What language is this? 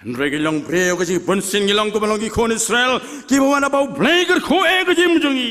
Khasi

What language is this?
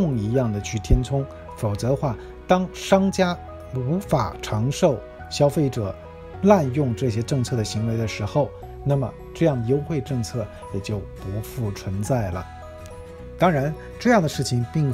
Chinese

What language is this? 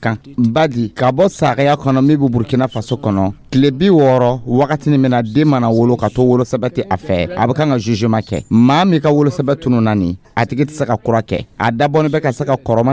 Dyula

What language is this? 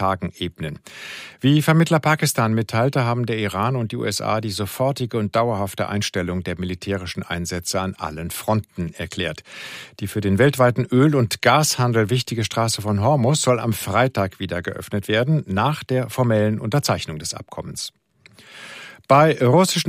German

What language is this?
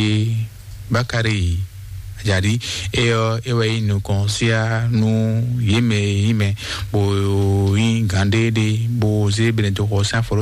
Fon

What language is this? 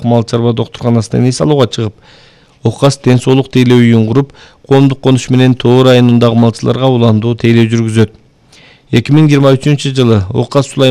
Kyrgyz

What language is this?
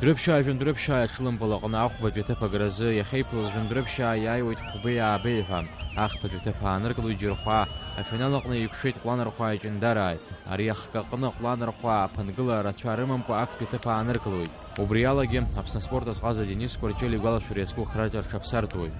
Abkhazian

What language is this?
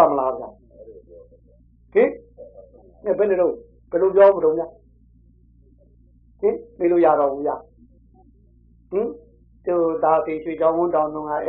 Burmese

